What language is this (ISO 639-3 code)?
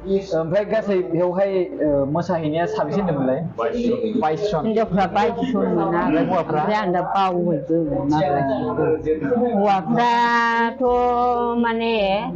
brx